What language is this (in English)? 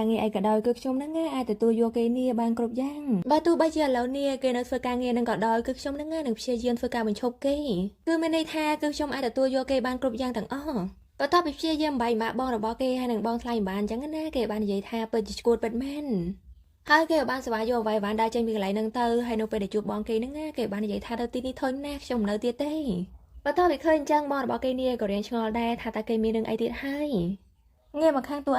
Khmer